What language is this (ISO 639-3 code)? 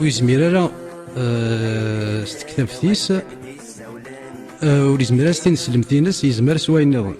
kab